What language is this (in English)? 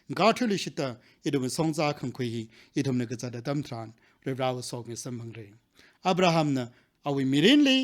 Tangkhul Naga (India)